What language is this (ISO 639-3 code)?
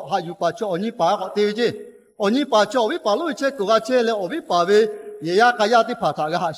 lhu